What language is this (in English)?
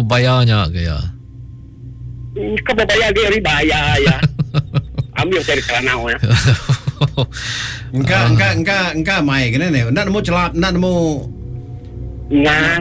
Malay